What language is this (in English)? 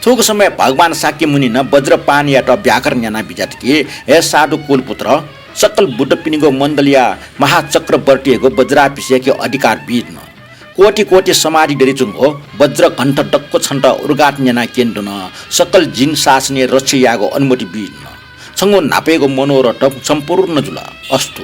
Newari